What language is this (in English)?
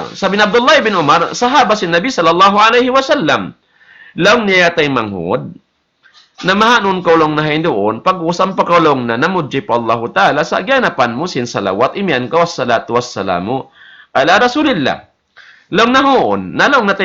Tausug